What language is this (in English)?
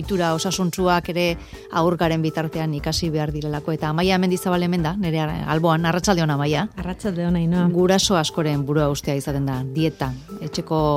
Basque